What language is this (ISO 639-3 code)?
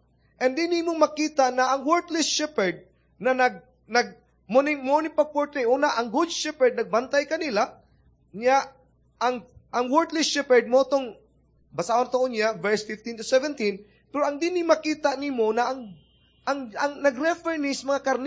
ceb